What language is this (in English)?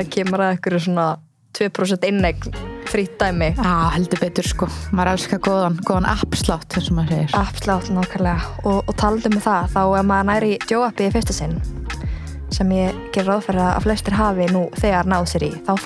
Icelandic